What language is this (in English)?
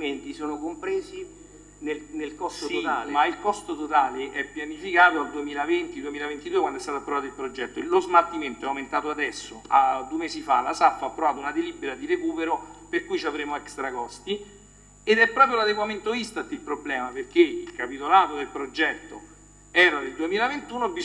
Italian